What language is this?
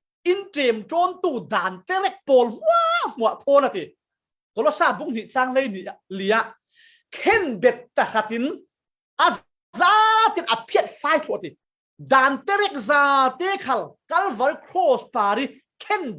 Falam Chin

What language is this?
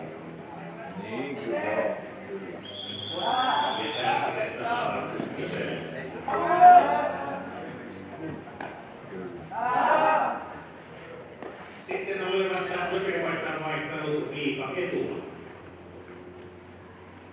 Finnish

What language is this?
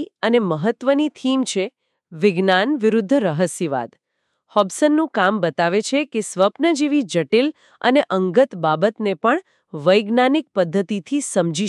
Gujarati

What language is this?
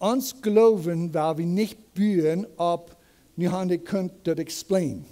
Plautdietsch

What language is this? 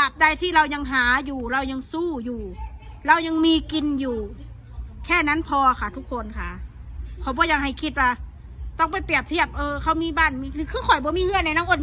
Northeastern Thai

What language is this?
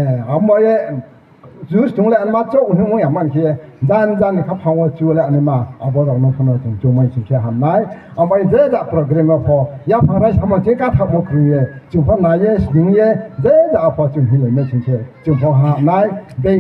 Riang (India)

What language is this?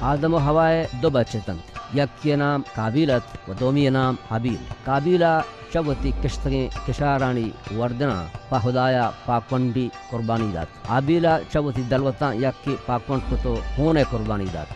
Baluchi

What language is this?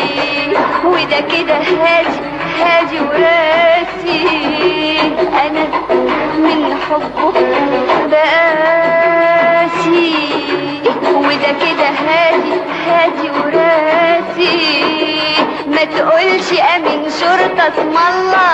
Egyptian Arabic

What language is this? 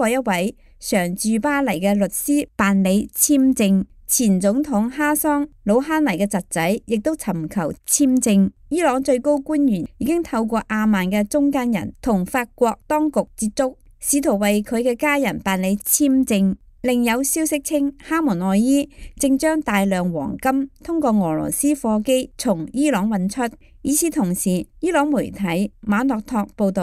Cantonese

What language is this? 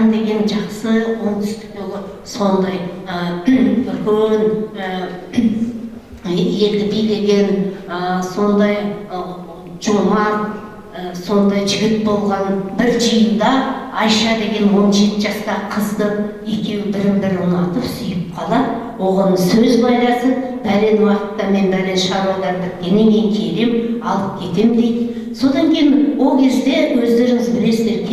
Kazakh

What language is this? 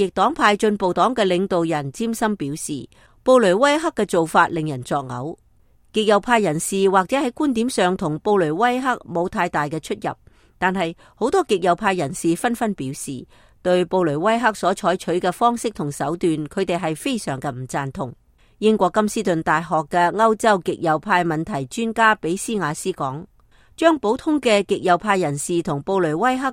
Cantonese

